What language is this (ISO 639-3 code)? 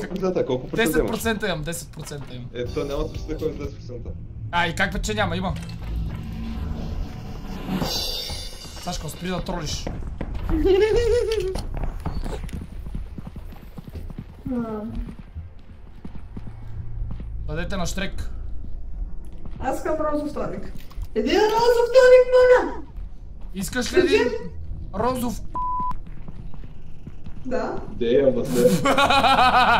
bul